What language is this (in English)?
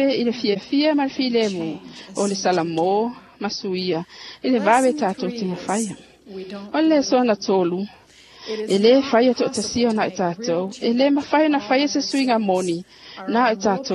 Samoan